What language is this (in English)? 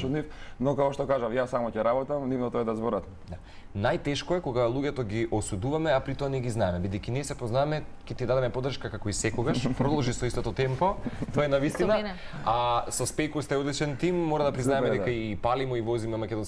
Macedonian